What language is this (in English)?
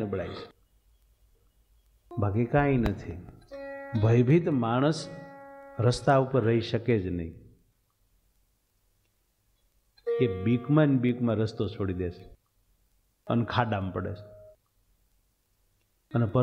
Gujarati